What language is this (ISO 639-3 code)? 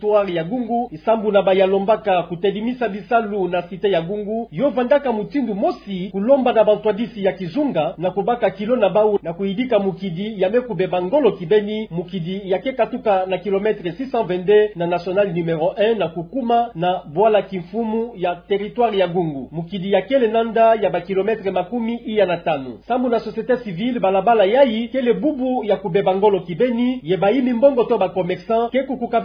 ktu